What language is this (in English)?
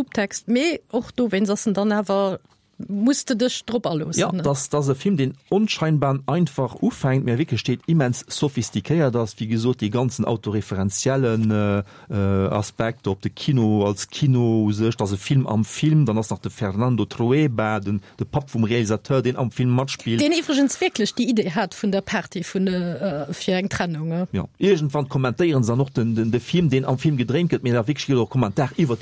Luxembourgish